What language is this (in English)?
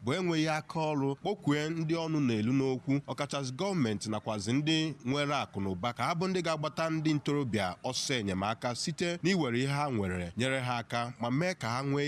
Igbo